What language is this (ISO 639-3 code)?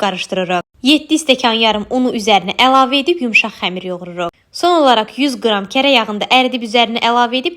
aze